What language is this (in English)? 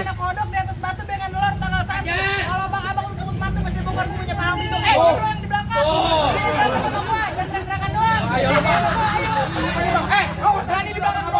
Betawi